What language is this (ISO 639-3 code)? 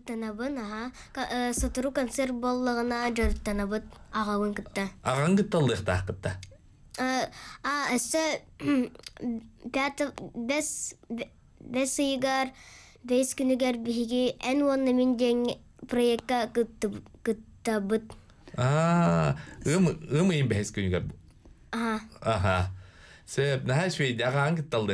sah